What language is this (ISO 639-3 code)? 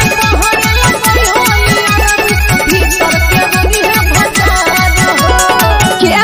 bho